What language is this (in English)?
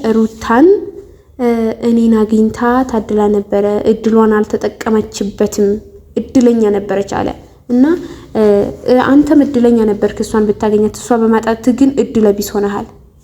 Amharic